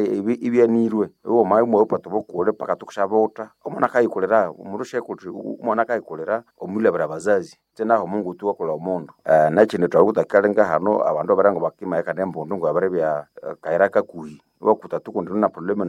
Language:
Nande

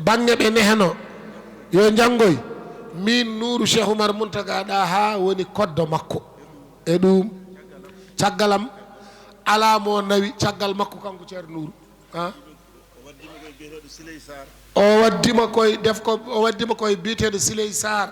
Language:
Fula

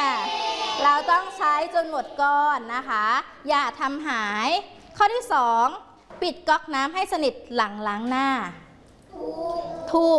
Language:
Thai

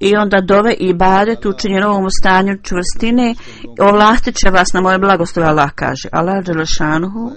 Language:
Bosnian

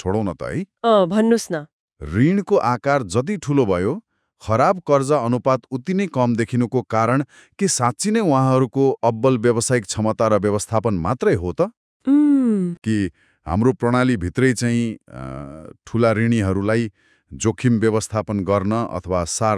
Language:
Nepali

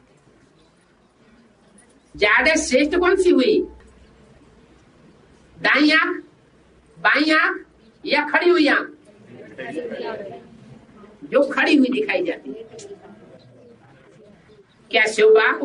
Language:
Hindi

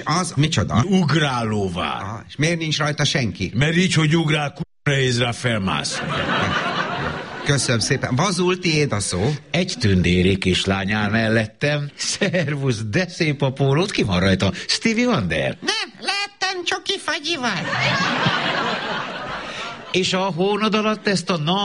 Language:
Hungarian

